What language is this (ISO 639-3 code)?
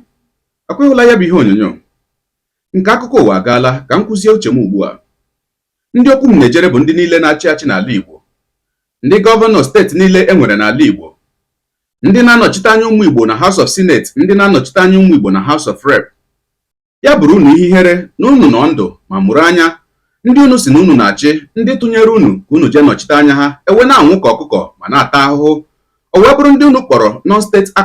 ibo